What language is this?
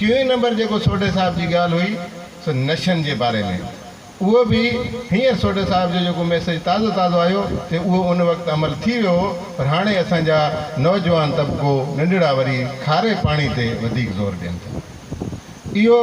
Sindhi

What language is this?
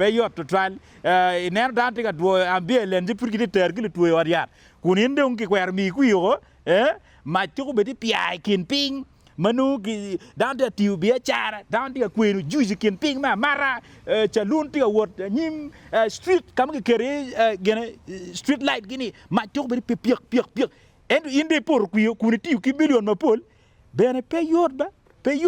Acoli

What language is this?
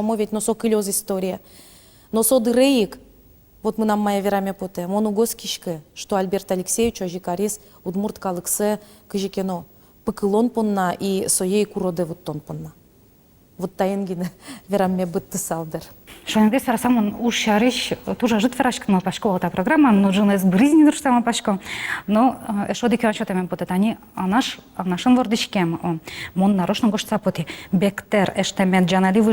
Udmurt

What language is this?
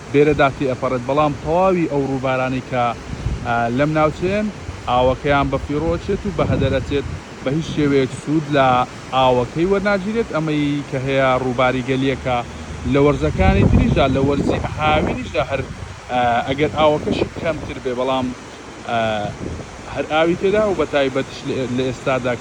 Central Kurdish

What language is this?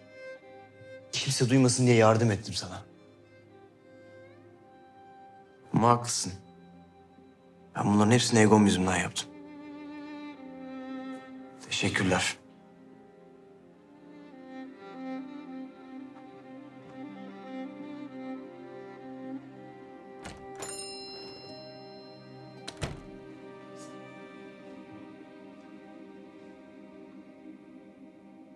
Turkish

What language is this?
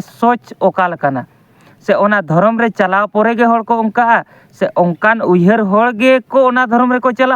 Santali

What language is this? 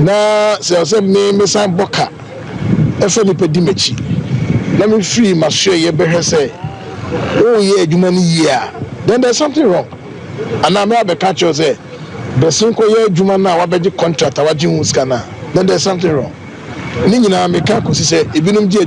Akan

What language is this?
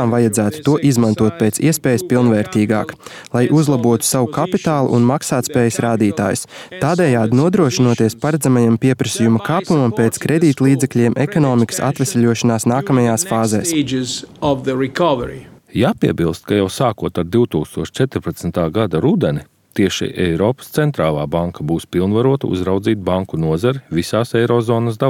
Latvian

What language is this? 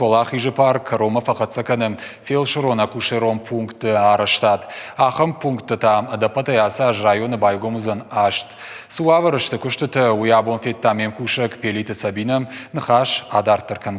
Ossetic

